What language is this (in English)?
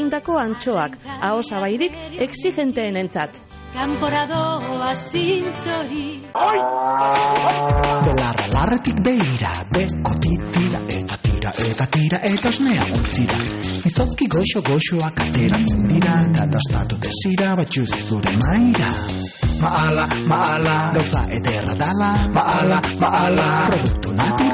Basque